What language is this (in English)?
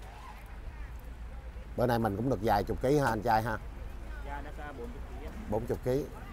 Vietnamese